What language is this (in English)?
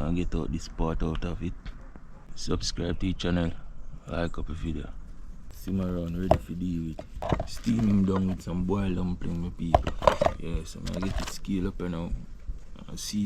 Jamaican Creole English